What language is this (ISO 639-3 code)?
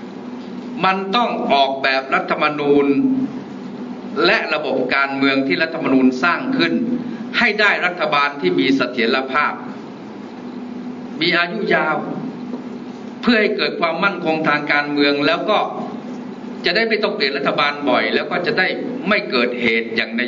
tha